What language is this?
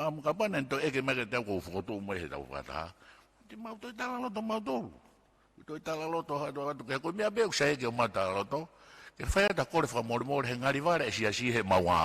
Tongan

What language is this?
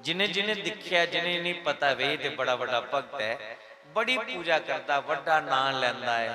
Dogri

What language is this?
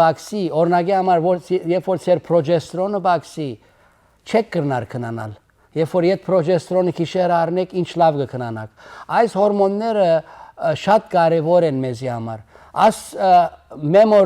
Western Armenian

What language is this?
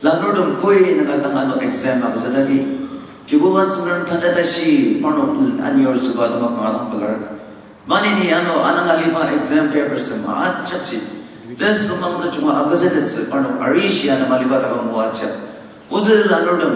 Ao Naga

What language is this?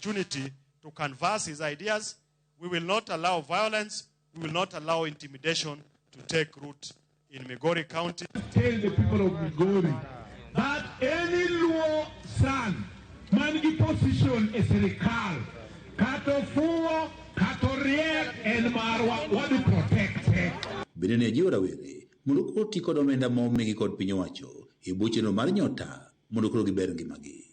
Luo (Kenya and Tanzania)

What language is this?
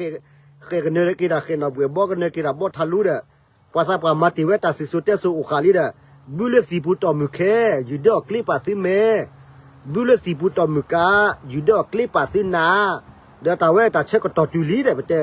S'gaw Karen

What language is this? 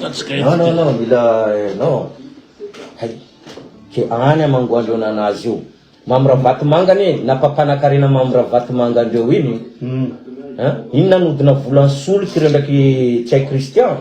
Malagasy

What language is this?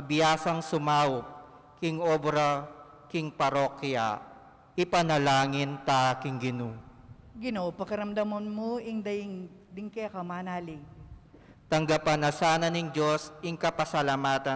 Pampanga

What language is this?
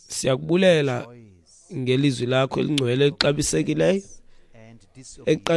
Xhosa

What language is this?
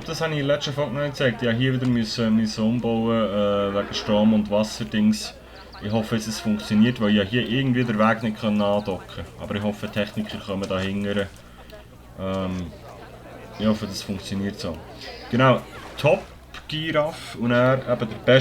Swiss German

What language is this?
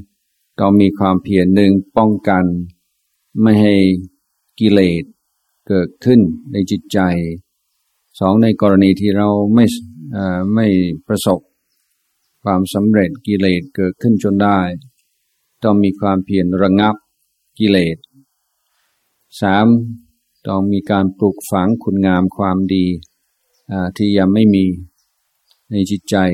Thai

